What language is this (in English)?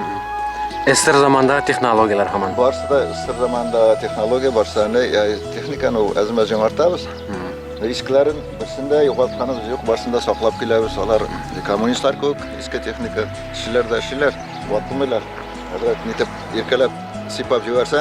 Bashkir